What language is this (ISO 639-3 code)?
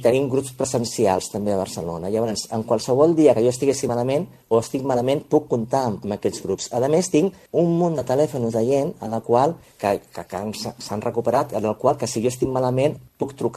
cat